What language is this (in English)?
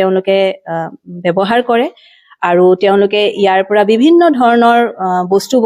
Assamese